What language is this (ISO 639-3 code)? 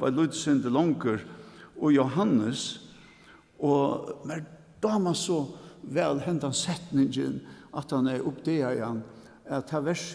fao